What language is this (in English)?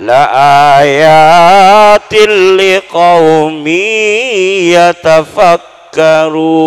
Madurese